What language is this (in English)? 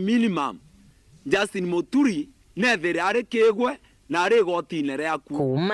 Meru